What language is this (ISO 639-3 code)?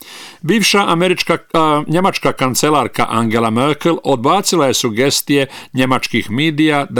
hrv